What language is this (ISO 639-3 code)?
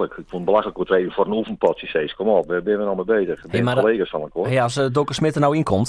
fry